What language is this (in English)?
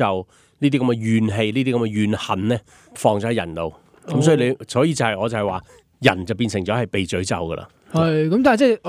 Cantonese